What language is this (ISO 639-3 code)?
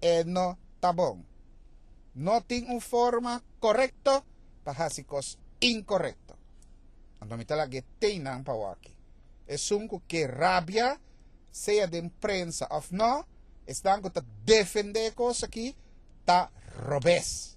pap